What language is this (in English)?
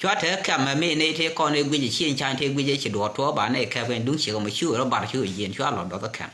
Nuer